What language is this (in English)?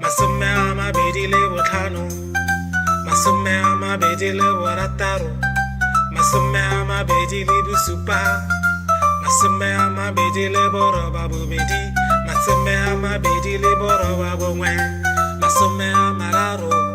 Tswana